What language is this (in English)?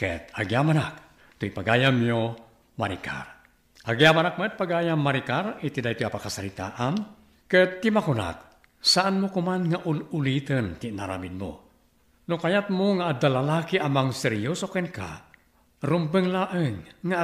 Iloko